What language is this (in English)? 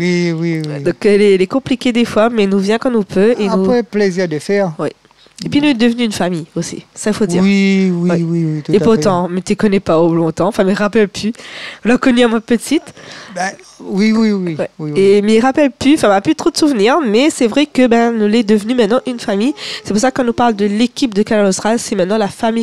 Réunion Creole French